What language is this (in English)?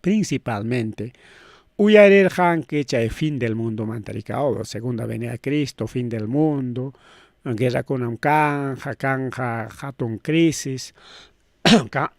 Ayacucho Quechua